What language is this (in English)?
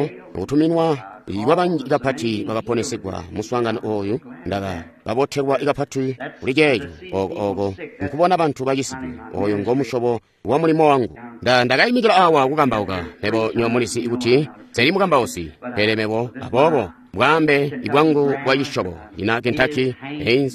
Tonga (Zambia)